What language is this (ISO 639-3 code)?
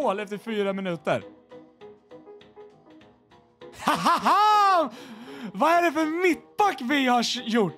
swe